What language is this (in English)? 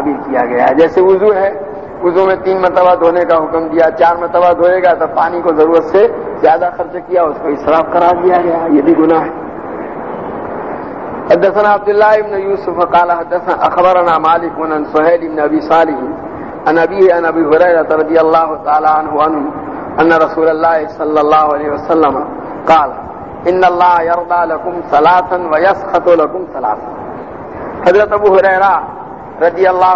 Urdu